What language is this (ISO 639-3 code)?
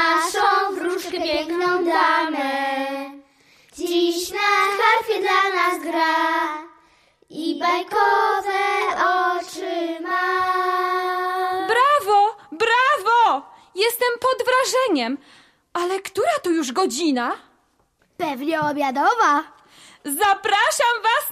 pol